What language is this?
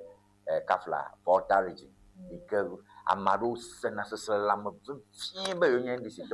Ewe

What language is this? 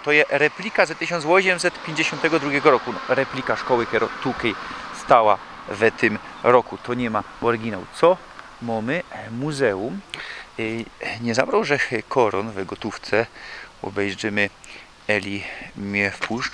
Silesian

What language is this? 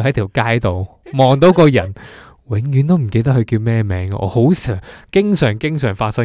Cantonese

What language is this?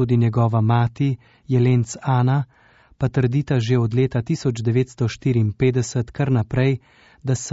Slovenian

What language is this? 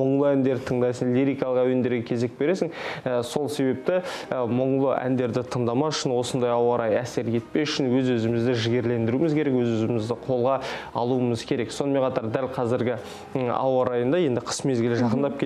Kazakh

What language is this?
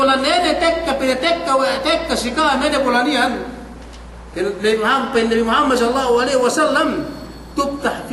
Yakan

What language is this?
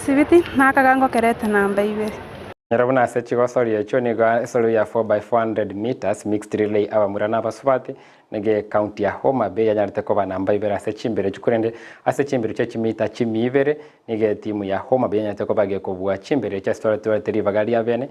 Gusii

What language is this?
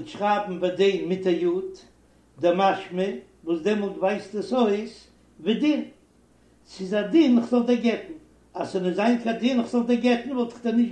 Yiddish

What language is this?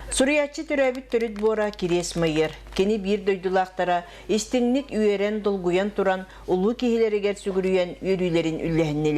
Yakut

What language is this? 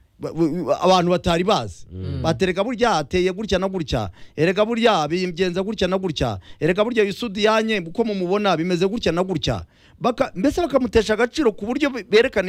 Kinyarwanda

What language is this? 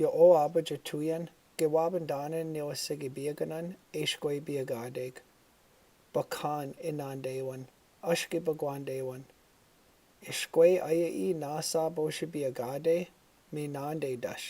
Chippewa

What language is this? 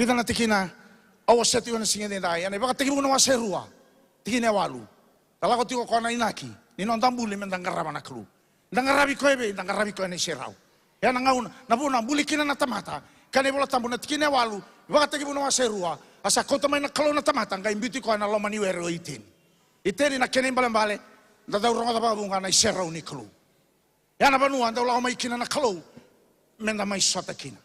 Fijian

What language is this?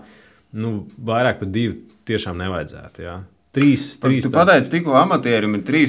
Latvian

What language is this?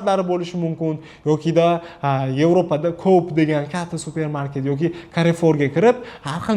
Uzbek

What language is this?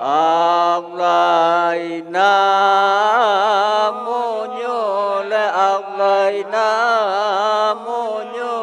Minangkabau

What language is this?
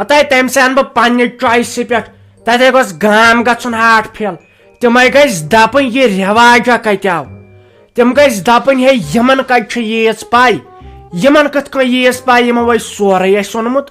Kashmiri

